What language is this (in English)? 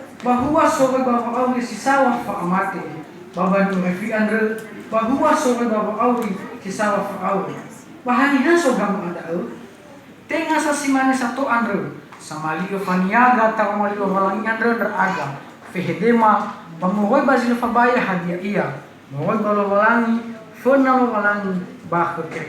Nias